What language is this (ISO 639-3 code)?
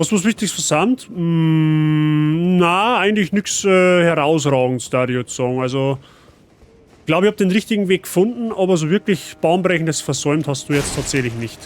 bar